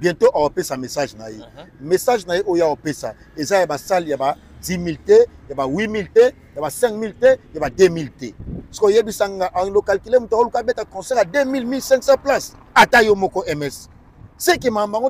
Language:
Lingala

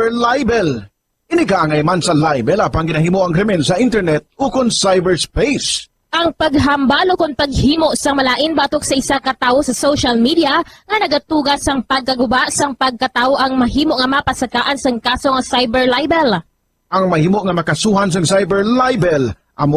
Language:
Hiligaynon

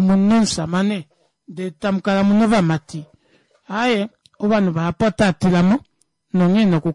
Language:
Kuanyama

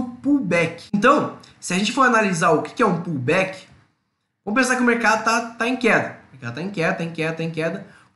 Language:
Portuguese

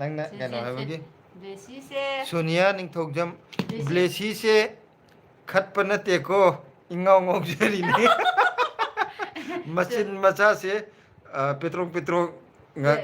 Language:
Manipuri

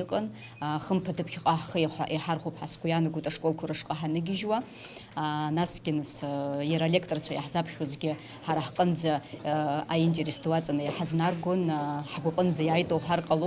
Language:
Abkhazian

